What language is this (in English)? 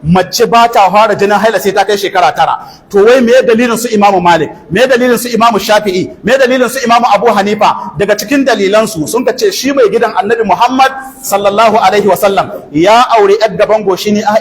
Hausa